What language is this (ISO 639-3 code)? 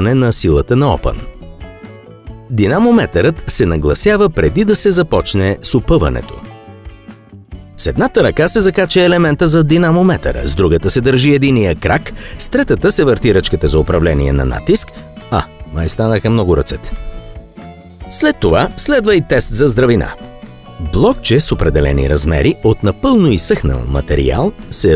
bul